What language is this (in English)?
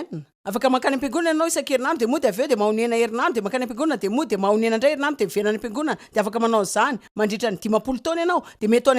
Malagasy